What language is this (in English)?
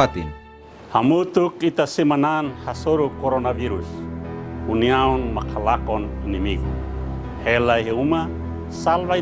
Tetum